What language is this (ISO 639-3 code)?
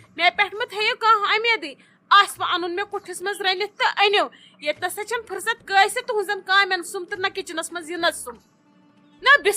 kas